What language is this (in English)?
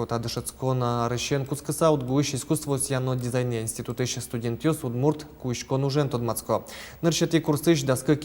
Udmurt